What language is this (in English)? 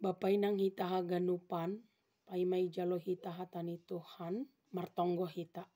Batak Simalungun